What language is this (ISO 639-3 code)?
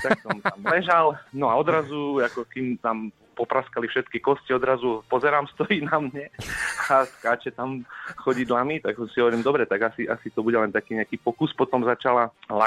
slk